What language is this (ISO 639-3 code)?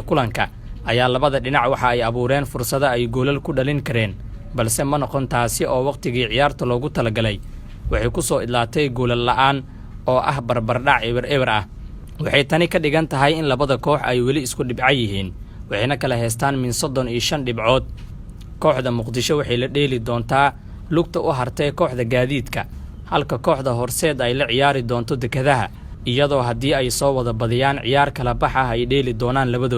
som